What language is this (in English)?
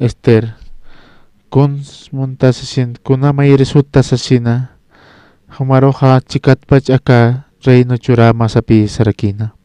Aymara